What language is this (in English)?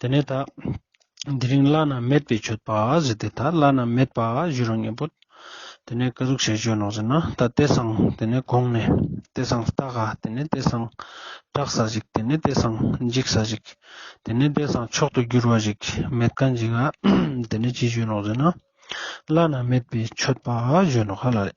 Ladakhi